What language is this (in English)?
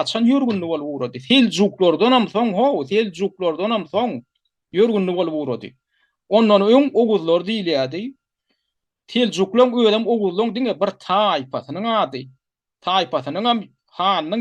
Turkmen